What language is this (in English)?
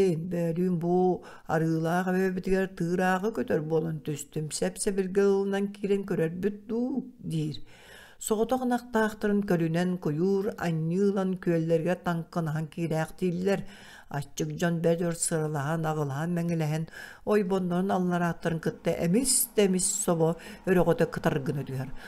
Yakut